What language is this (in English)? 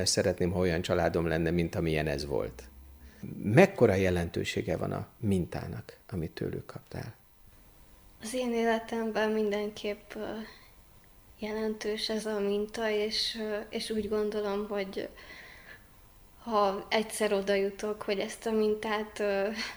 Hungarian